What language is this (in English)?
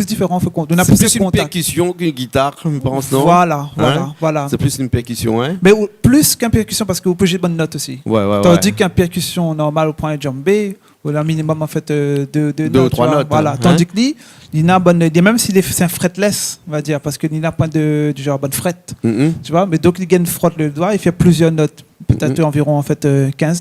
Réunion Creole French